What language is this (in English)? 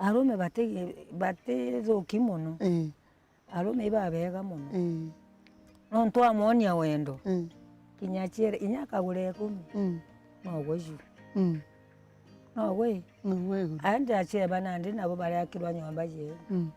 Meru